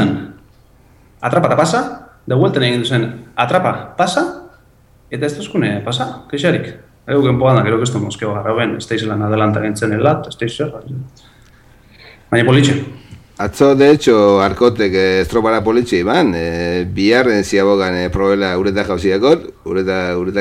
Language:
Basque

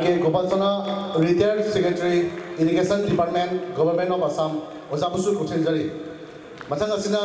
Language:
Manipuri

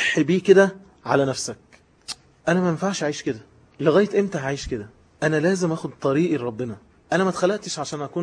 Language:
Egyptian Arabic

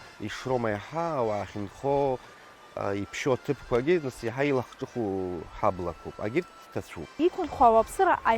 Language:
Abkhazian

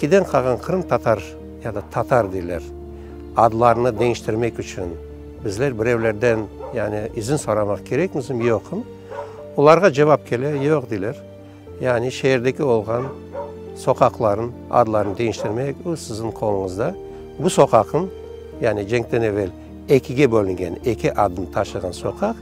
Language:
Crimean Tatar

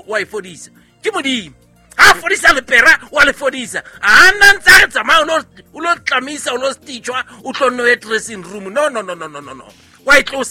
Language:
Southern Sotho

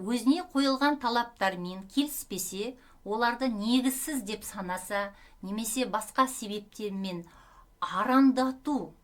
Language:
Kazakh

